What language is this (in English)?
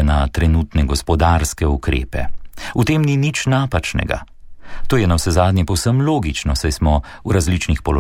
Slovenian